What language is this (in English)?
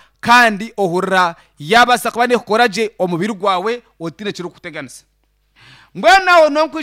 Nyankole